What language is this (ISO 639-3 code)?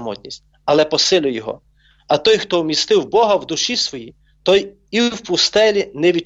ukr